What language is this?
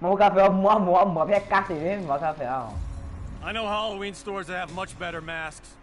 Morisyen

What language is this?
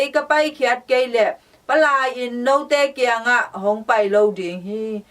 Tedim Chin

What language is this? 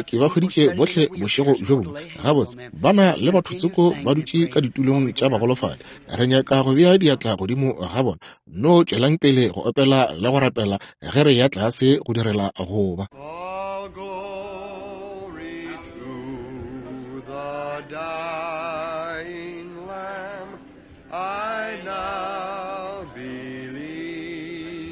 Northern Sotho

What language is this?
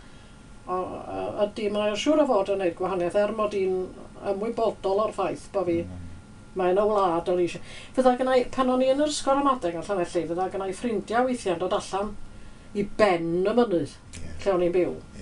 Welsh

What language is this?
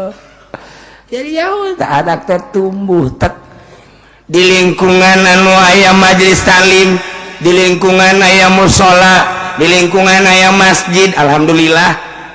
Sundanese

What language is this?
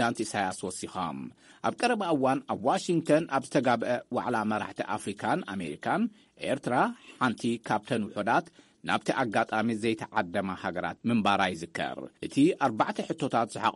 Tigrinya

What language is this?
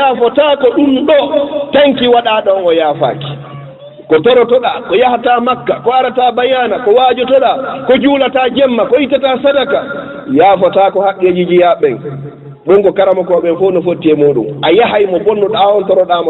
Fula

